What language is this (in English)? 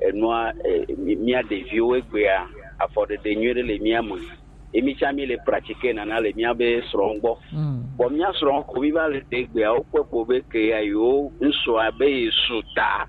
Gen